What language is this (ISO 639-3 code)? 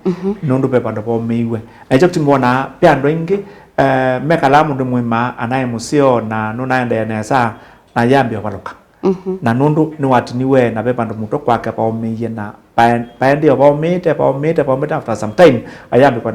kam